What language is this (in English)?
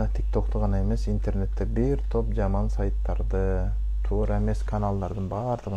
Kyrgyz